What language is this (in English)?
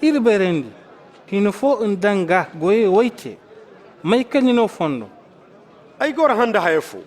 Zarma